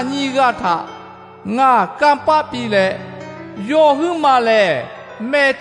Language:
Lahu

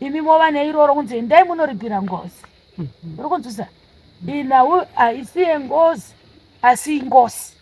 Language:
Shona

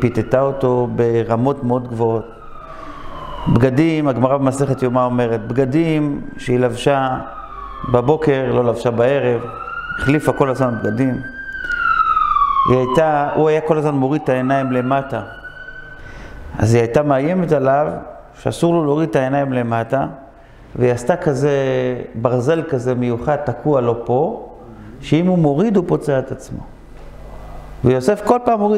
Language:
Hebrew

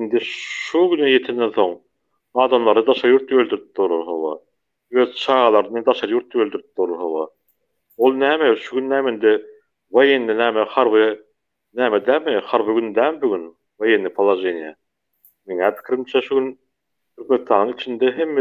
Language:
Turkmen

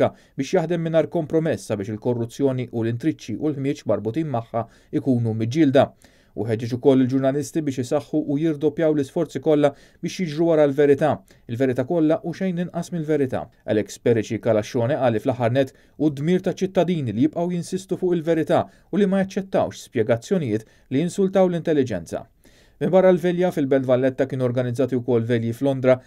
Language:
Maltese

